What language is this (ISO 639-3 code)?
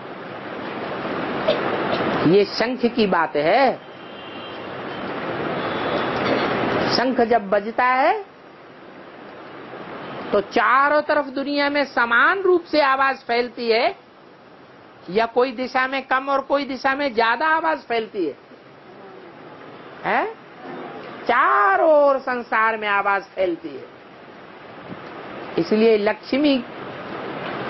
hin